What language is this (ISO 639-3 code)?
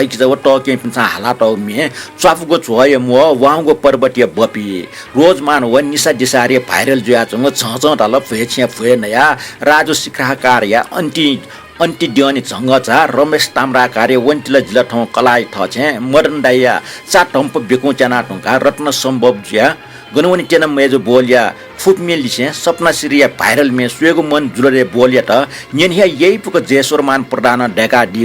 new